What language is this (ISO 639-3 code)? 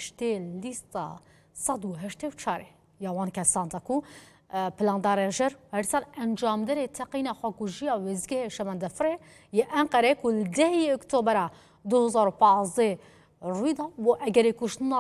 kur